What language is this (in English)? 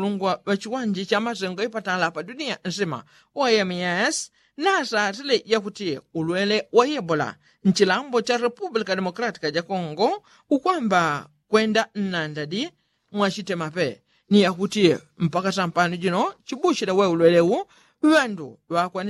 Yao